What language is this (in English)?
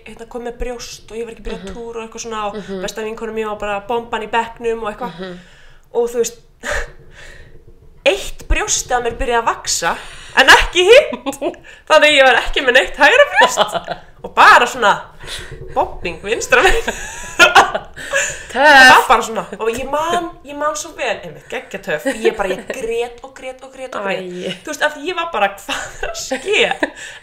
Icelandic